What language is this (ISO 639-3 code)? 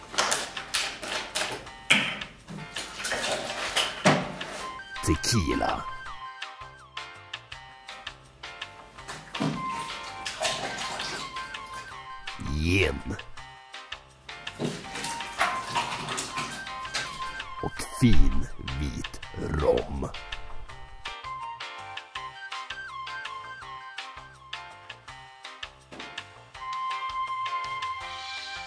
swe